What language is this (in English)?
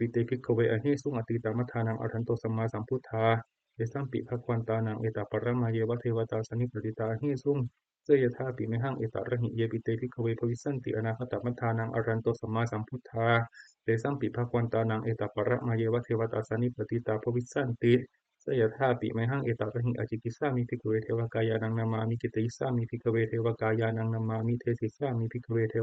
Pali